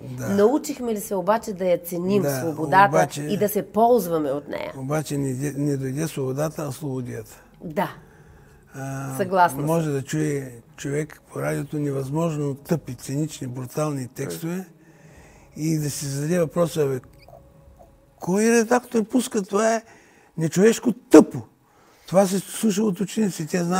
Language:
Bulgarian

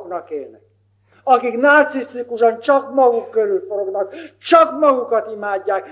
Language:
Hungarian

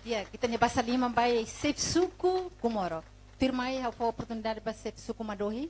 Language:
Tetum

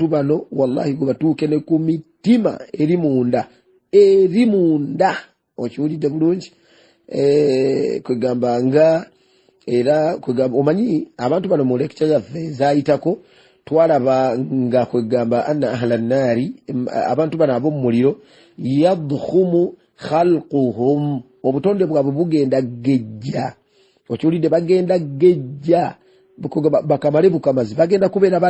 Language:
Ganda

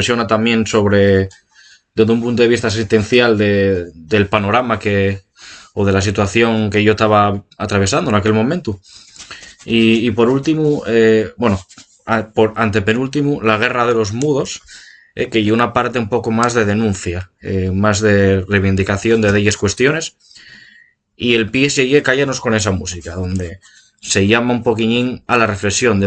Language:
Asturian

